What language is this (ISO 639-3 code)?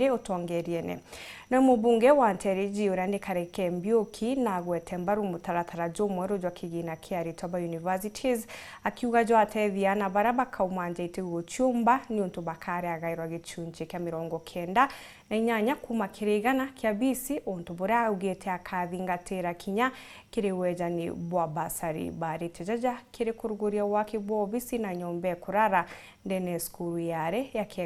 mer